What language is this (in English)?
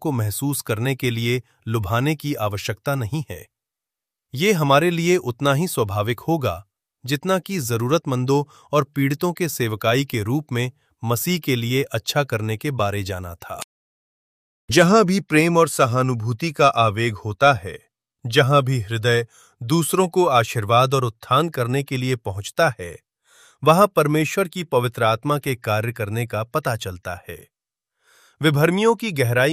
Hindi